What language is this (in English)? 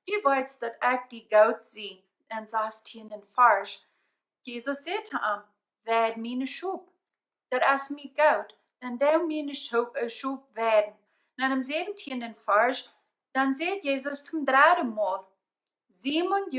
Plautdietsch